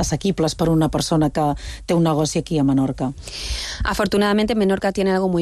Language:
Catalan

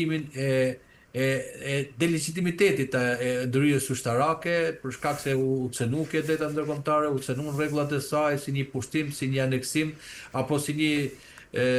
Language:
Albanian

